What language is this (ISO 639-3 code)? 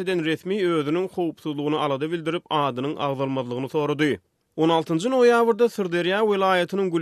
tuk